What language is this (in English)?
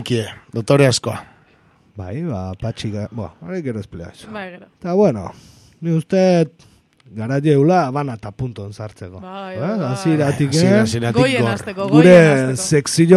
Basque